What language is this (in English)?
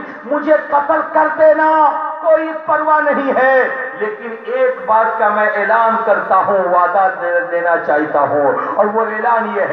Urdu